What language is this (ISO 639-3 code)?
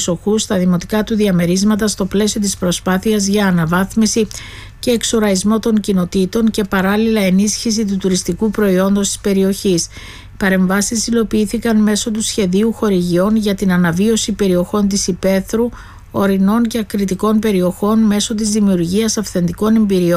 ell